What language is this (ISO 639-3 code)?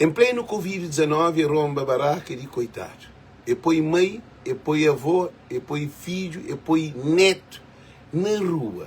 kea